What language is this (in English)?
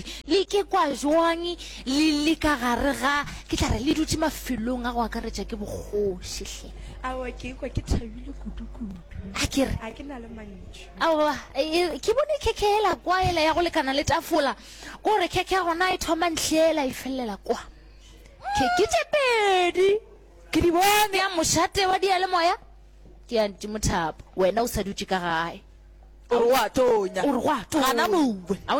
Northern Sotho